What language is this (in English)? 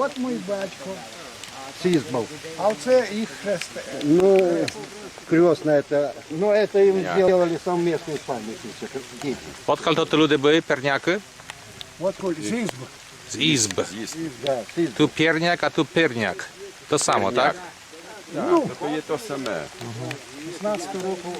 Rusyn